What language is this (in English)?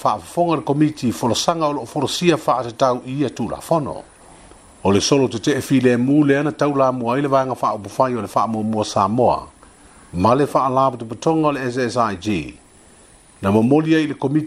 Samoan